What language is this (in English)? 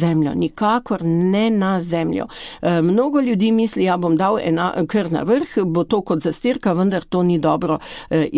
Slovenian